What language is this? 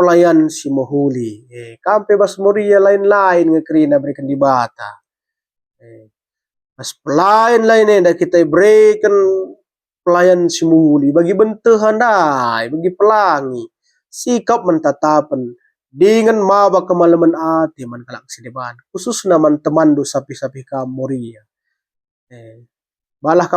Batak Karo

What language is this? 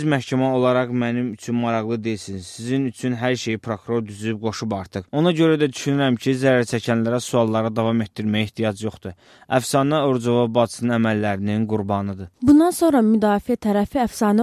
Azerbaijani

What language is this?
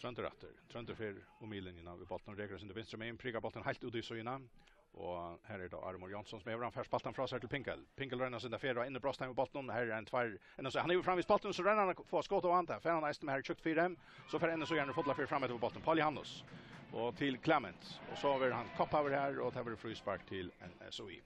Faroese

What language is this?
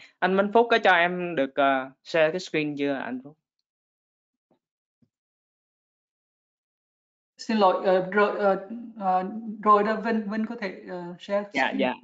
Vietnamese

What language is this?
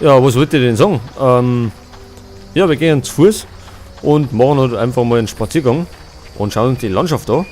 Bavarian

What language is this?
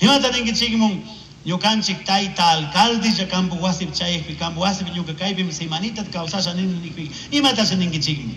Chimborazo Highland Quichua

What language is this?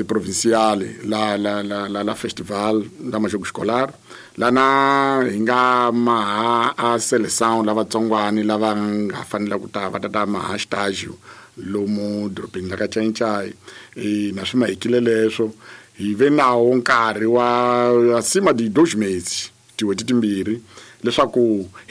Tsonga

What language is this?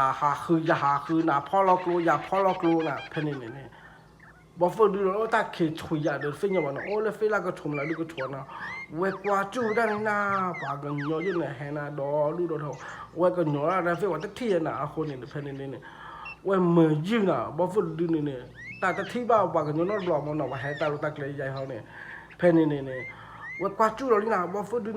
S'gaw Karen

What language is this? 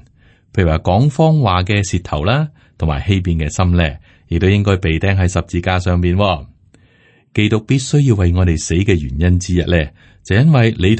Cantonese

